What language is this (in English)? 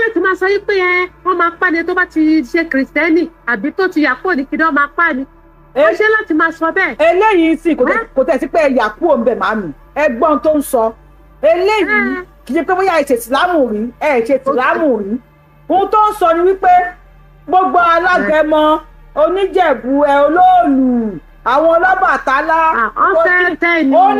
Yoruba